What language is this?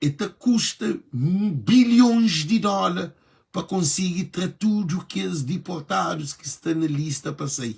Kabuverdianu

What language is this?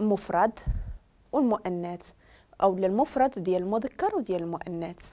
Moroccan Arabic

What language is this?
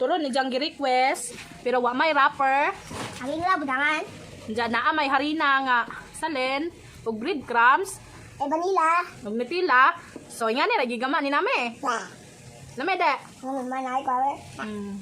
Cebuano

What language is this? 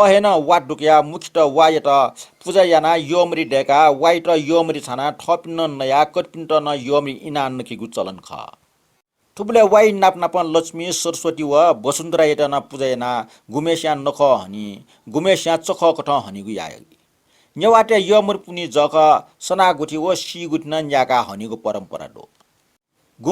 Newari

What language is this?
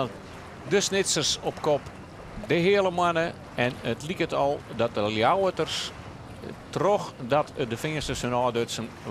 Western Frisian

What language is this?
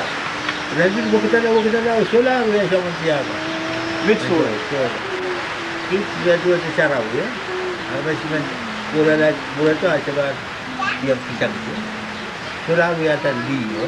Marshallese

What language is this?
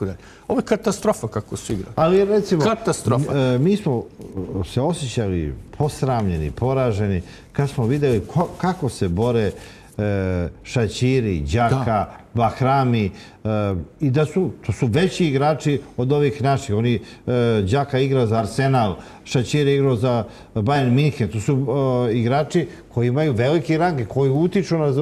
Serbian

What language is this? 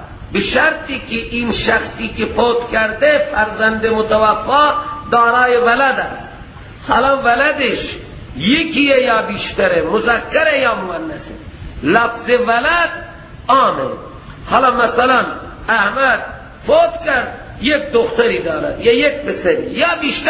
Persian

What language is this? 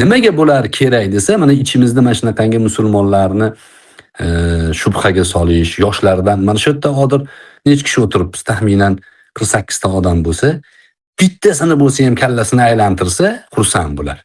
Uzbek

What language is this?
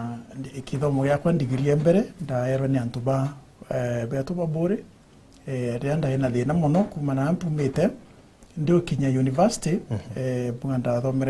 Meru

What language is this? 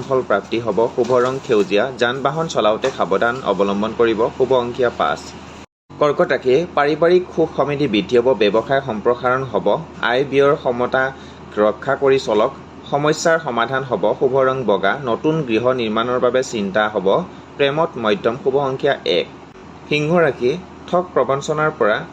Assamese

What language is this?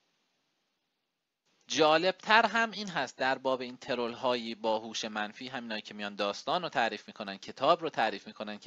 Persian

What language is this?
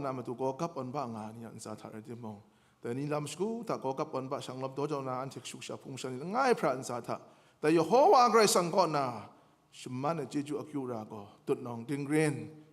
Kachin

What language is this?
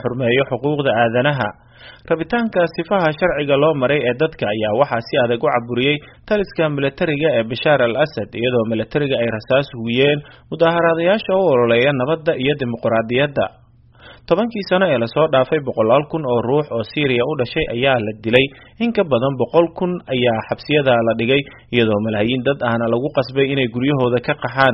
Somali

